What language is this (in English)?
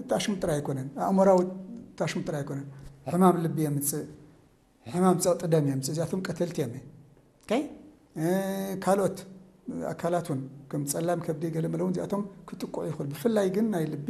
Tigrinya